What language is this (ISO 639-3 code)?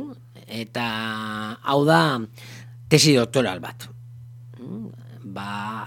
eus